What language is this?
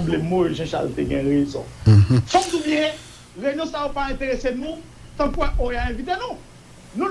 Haitian Creole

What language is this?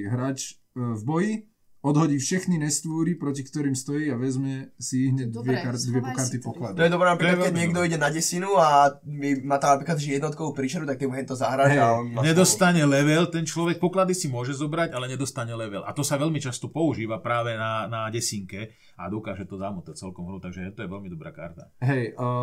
Slovak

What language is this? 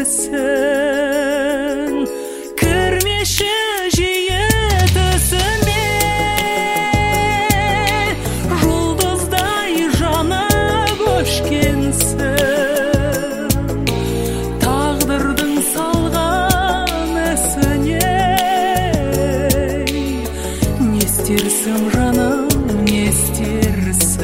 Kazakh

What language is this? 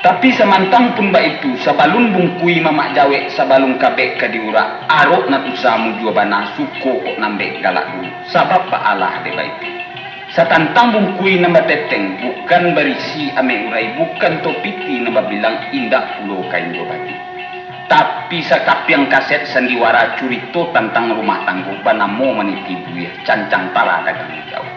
Minangkabau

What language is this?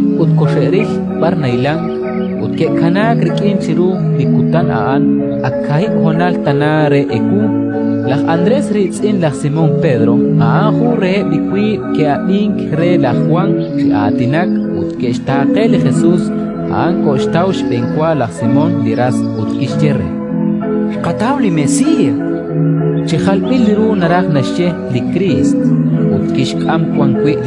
Kekchí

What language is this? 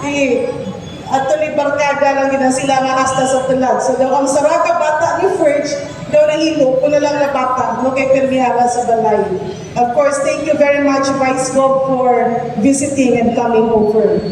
Hiligaynon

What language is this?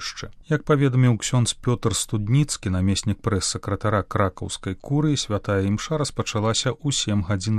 Belarusian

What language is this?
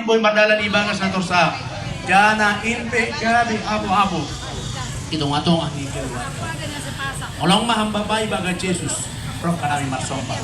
Batak Simalungun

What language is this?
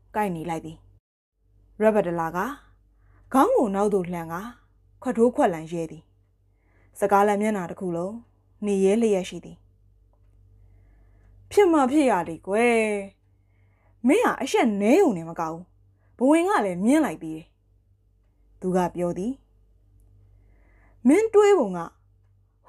Burmese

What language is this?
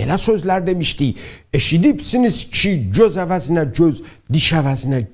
South Azerbaijani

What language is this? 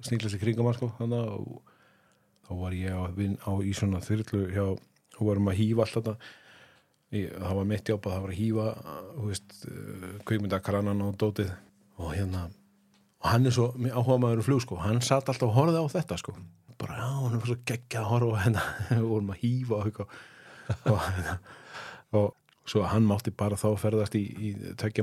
Icelandic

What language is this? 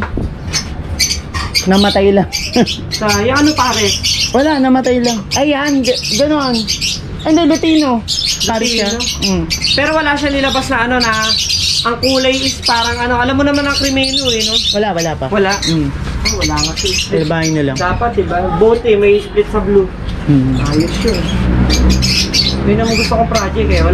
Filipino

